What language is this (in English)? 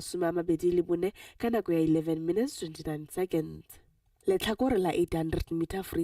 Tswana